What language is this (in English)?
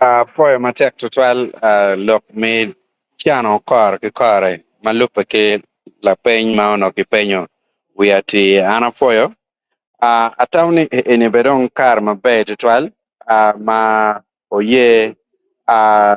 Acoli